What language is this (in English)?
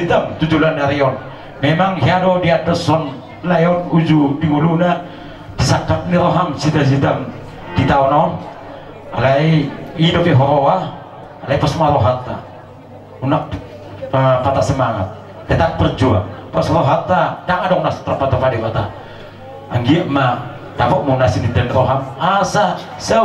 Batak Toba